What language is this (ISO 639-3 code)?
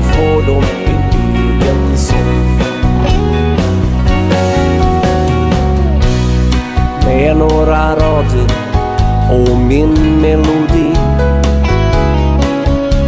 swe